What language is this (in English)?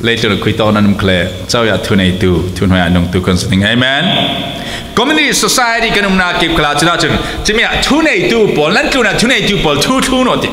Falam Chin